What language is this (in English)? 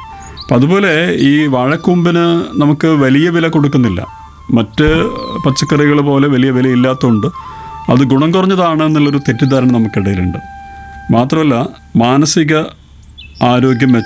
Malayalam